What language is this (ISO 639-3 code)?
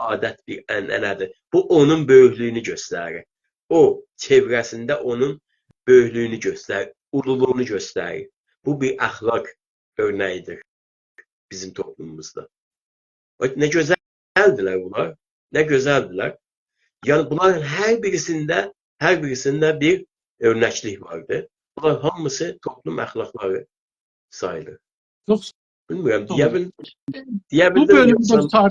azb